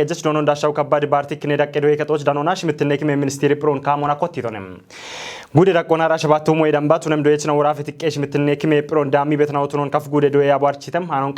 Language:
Kafa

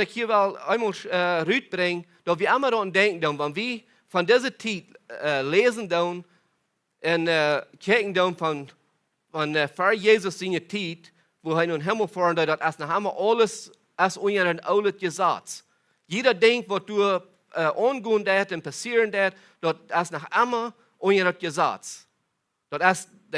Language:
Plautdietsch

